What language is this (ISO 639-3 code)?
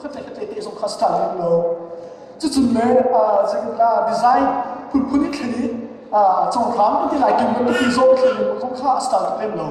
cnh